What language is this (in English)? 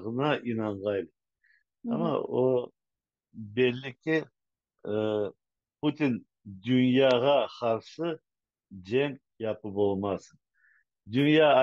Crimean Tatar